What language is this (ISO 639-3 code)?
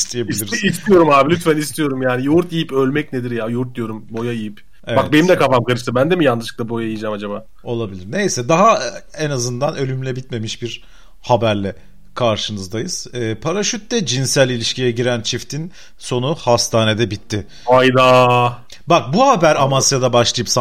tur